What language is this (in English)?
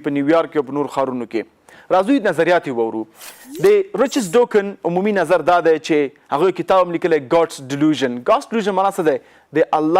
Pashto